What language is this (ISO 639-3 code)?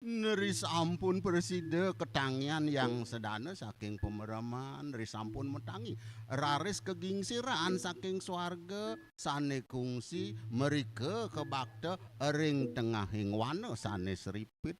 ban